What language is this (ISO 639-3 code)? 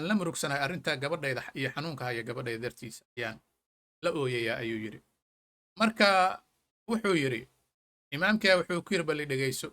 som